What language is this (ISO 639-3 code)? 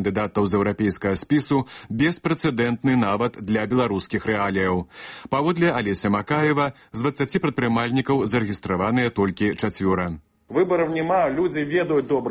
bel